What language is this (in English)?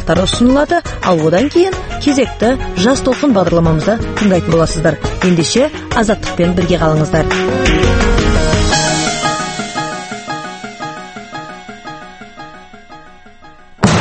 Kazakh